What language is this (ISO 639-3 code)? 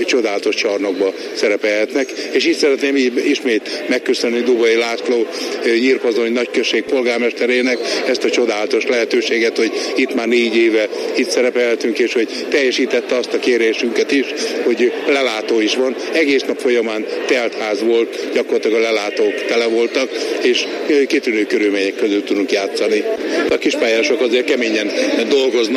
hun